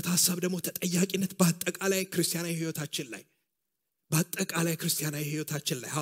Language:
Amharic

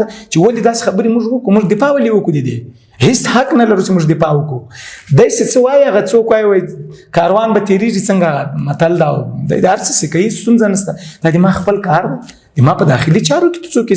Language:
Pashto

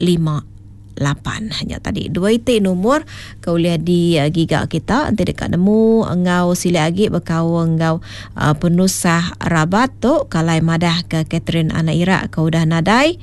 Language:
Iban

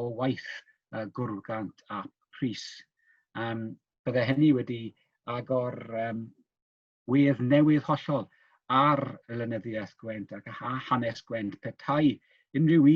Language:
Welsh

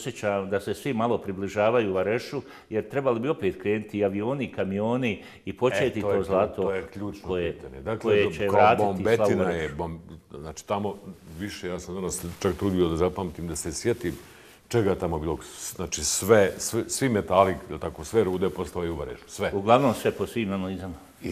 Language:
Bosnian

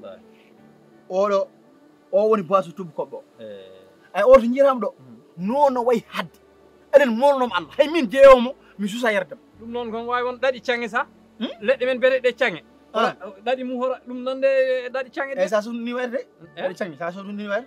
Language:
Fula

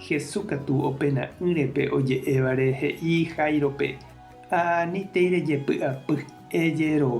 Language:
Guarani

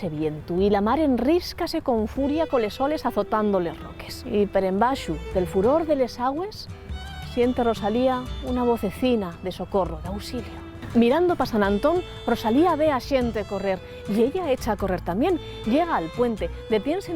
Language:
Asturian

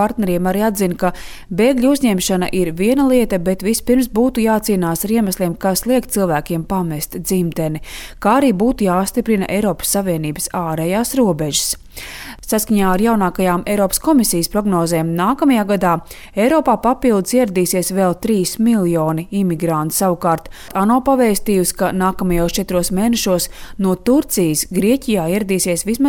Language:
Latvian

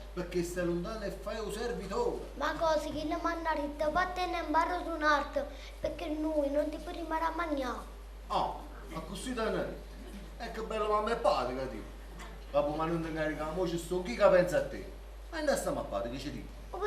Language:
Neapolitan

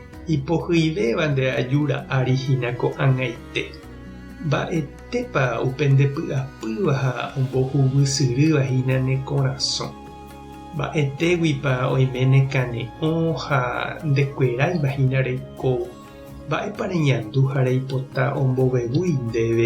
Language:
Guarani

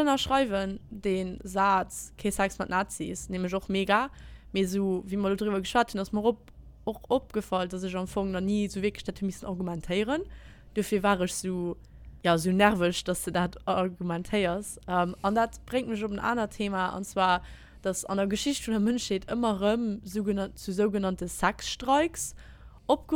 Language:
Luxembourgish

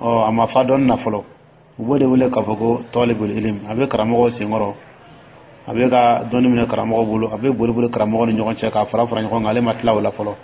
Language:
Dyula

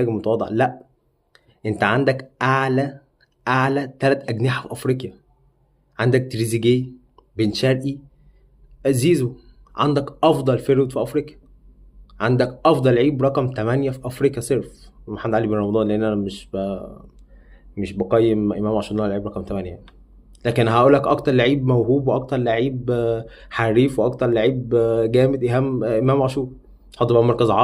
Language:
Egyptian Arabic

